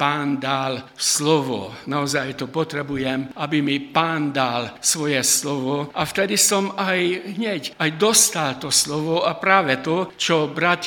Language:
Slovak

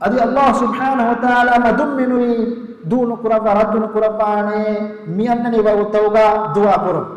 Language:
Divehi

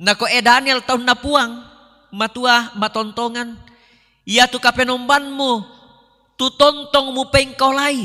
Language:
Toraja-Sa'dan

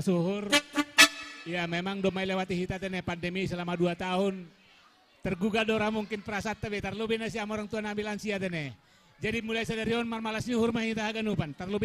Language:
Batak Simalungun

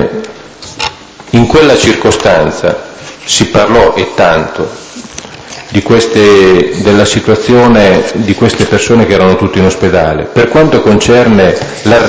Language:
Italian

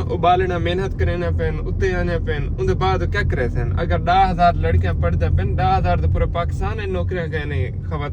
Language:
Saraiki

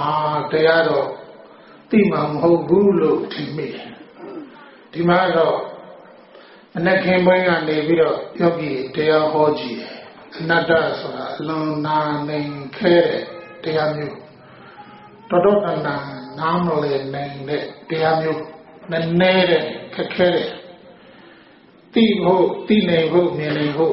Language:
Burmese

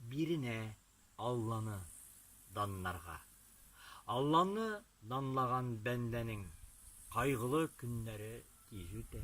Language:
Tatar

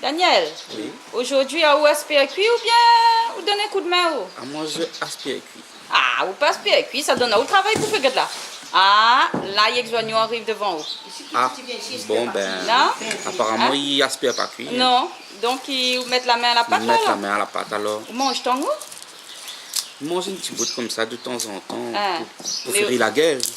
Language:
Réunion Creole French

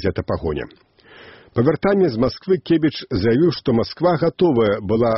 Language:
Belarusian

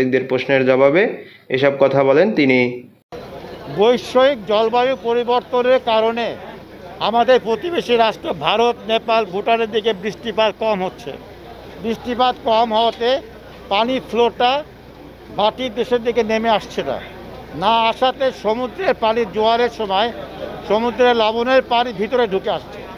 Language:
Bangla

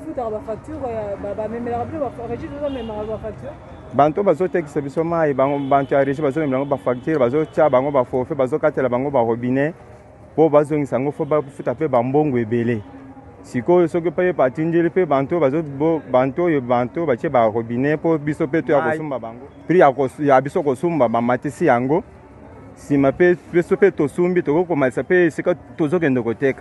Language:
Lingala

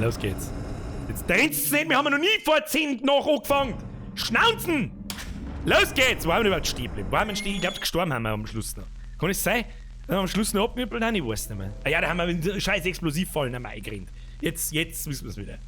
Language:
Bavarian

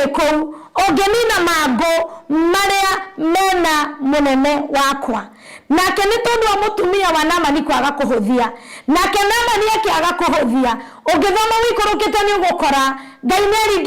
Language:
Kikuyu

